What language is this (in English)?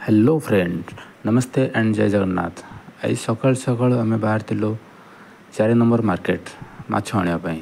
Odia